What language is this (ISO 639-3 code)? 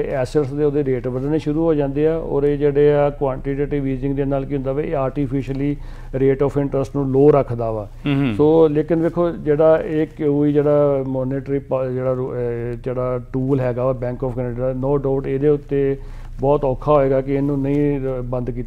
pan